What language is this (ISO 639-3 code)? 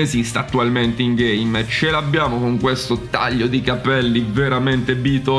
ita